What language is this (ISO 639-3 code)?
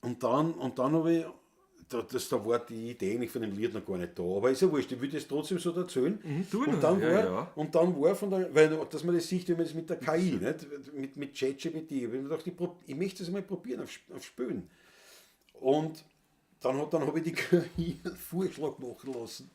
bar